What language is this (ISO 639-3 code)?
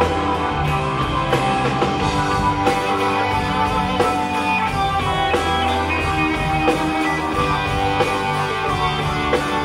fin